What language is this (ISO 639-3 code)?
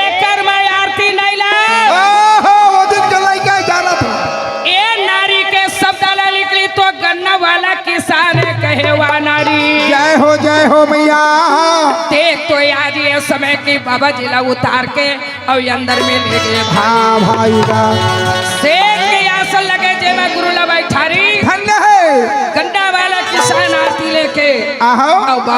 hne